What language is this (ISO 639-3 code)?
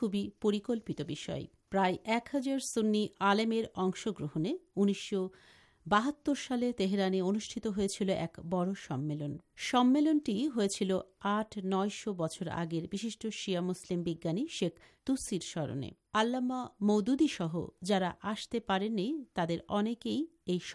ben